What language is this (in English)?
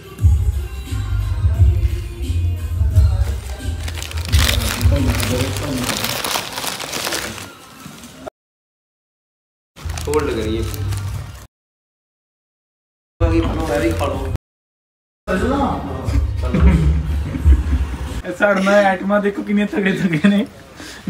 Punjabi